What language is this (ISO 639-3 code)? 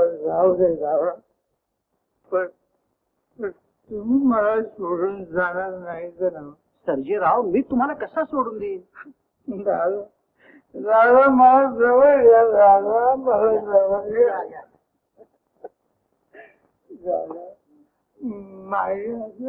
mar